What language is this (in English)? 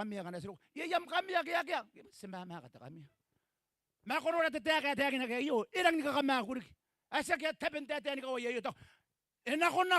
Gilbertese